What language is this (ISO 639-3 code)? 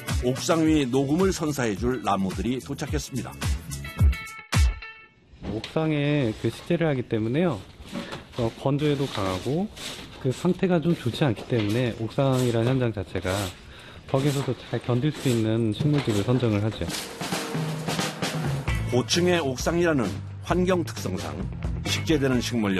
kor